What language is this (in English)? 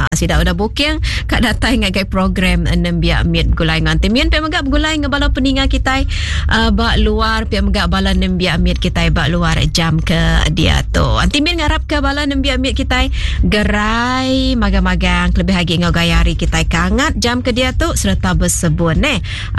Iban